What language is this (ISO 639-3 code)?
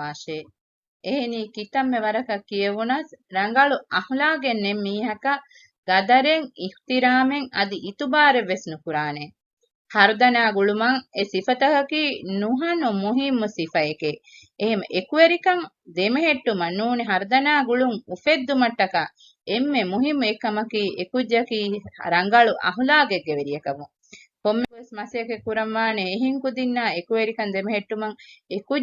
div